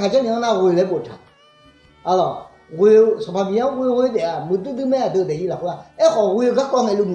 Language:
Akha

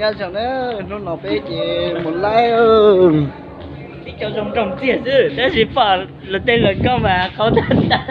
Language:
Hmong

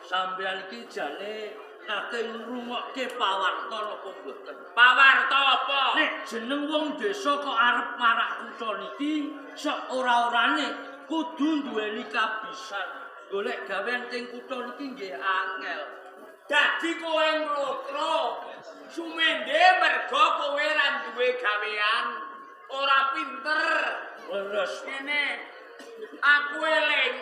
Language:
Javanese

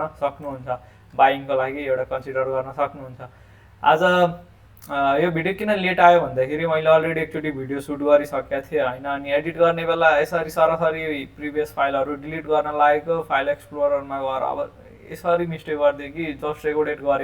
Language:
Nepali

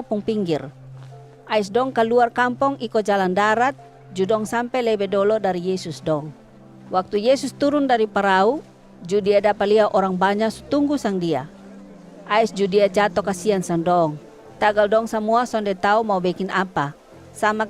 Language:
Kupang Malay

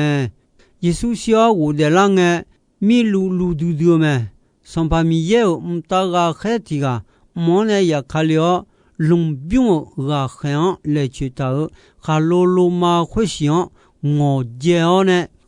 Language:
Akha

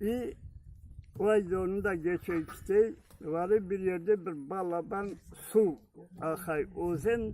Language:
Crimean Tatar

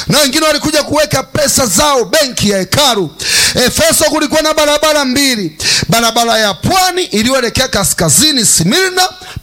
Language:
Swahili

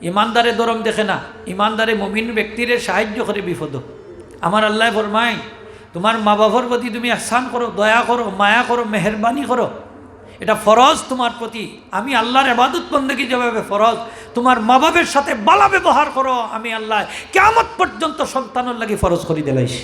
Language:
Sylheti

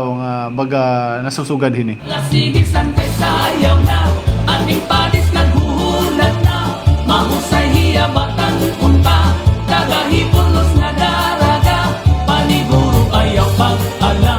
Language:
Waray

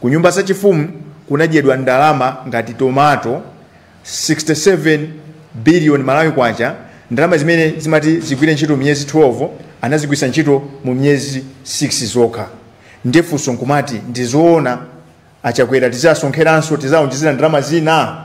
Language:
Nyanja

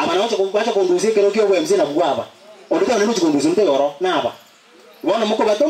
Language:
Gusii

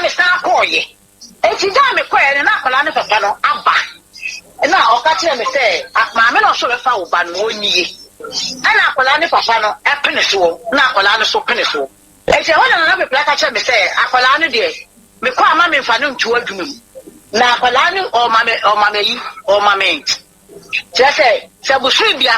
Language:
Akan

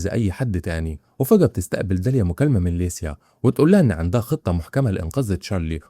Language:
Egyptian Arabic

